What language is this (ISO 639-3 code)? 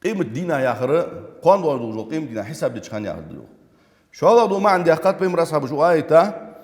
inh